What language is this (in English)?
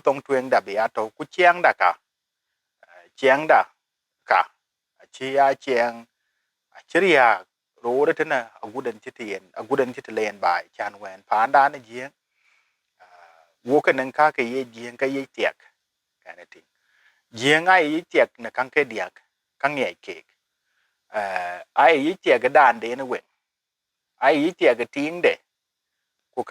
Dinka